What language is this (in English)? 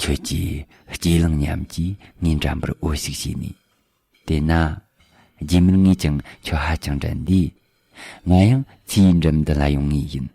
Tibetan